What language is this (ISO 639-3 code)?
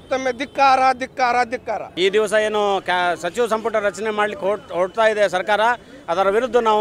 kan